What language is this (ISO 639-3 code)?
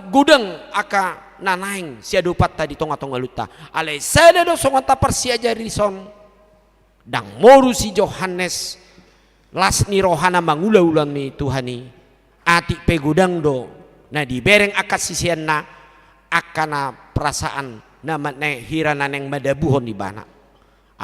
bbc